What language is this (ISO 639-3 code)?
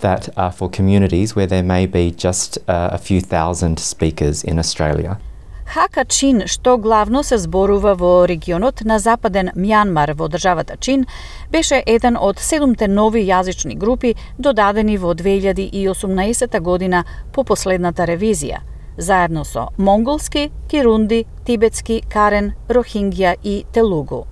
mkd